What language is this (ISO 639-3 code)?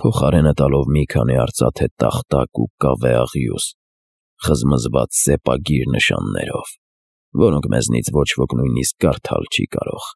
hye